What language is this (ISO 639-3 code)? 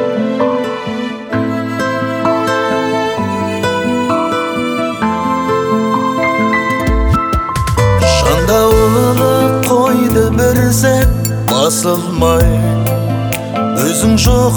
kaz